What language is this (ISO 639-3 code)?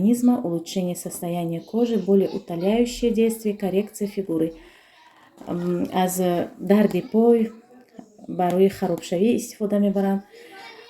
tgk